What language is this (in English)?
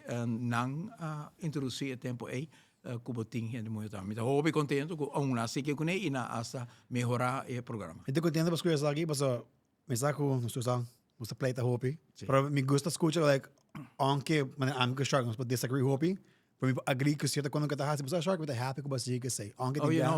Papiamento